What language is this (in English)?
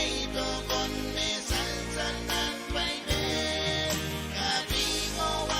Pohnpeian